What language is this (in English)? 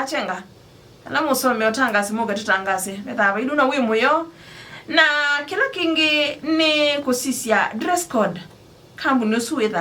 Kamba